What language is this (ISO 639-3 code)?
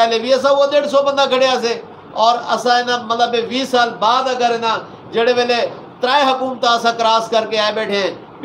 skr